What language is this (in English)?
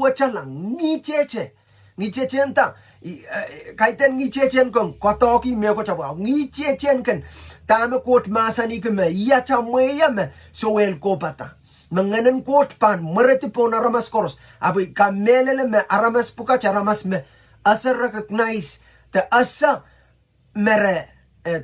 Pohnpeian